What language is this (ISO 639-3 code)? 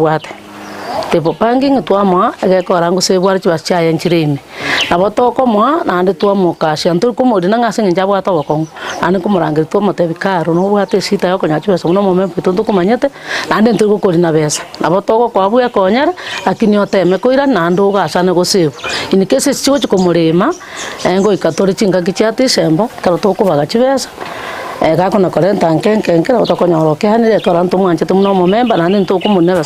guz